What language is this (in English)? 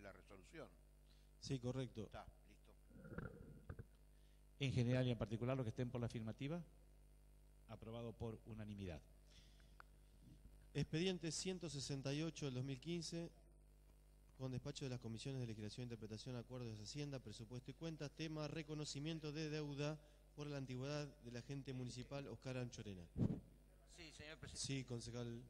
Spanish